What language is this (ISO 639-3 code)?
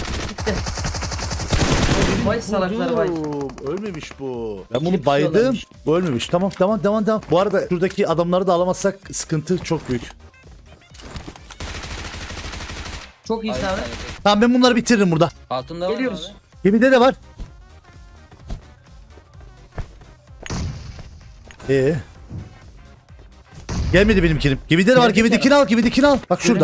tur